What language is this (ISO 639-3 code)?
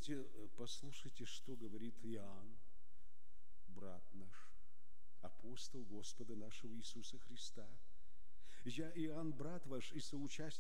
rus